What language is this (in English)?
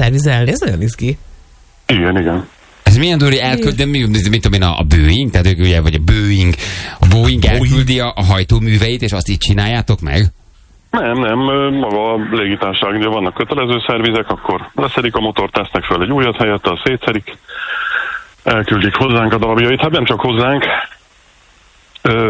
Hungarian